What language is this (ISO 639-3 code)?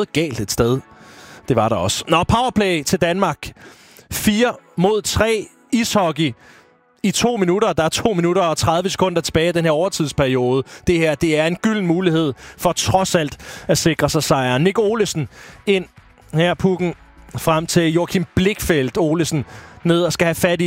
dan